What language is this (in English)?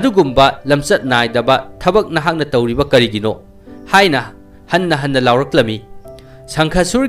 Manipuri